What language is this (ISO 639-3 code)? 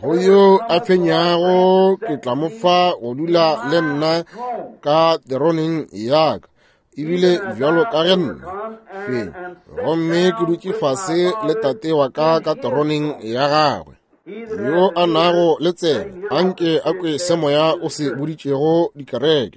nso